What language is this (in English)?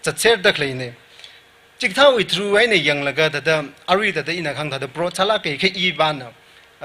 Tangkhul Naga (India)